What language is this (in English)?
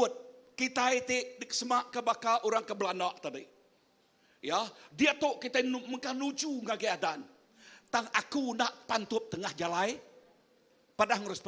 Iban